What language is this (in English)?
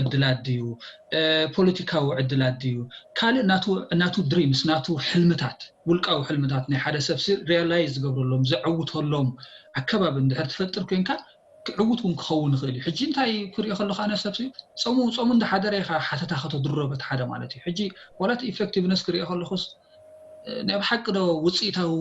Tigrinya